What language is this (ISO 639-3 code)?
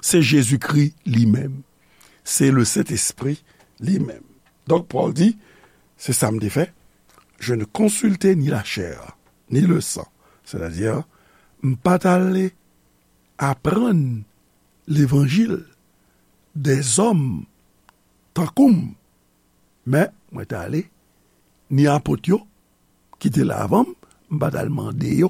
hat